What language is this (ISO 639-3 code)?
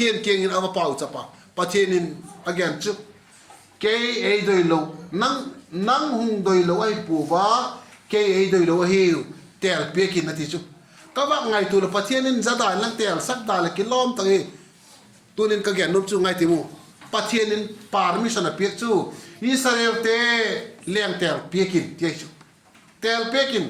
vap